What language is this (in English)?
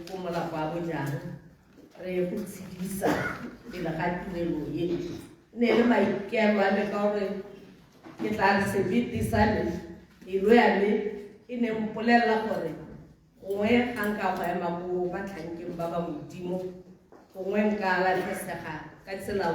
Tswana